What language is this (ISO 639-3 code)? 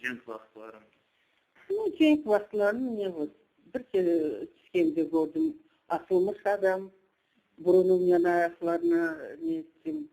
crh